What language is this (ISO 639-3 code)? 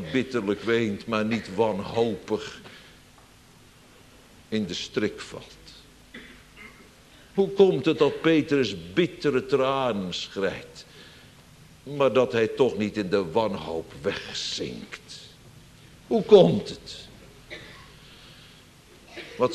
nld